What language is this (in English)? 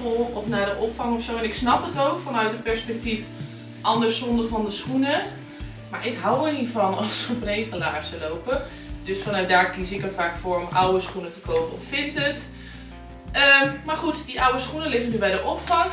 Dutch